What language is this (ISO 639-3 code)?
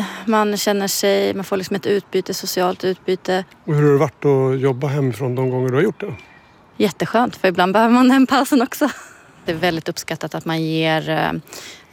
swe